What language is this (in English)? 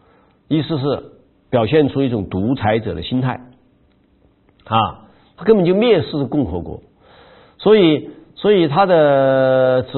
Chinese